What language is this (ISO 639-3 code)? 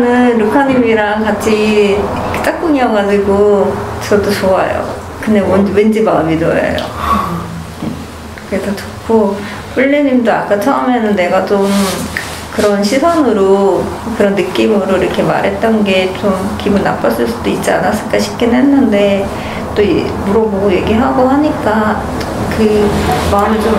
kor